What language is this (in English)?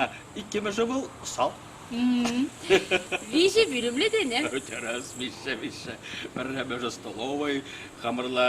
Chuvash